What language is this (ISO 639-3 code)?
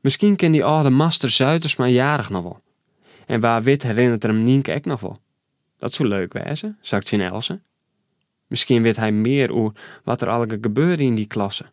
fry